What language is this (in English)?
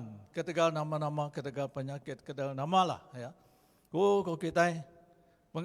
Iban